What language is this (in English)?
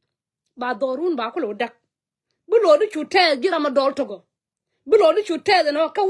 Nuer